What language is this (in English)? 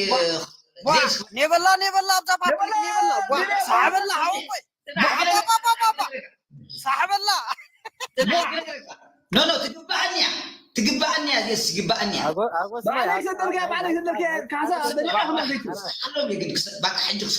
Tigrinya